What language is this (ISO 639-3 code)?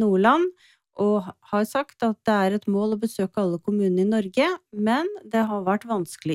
nor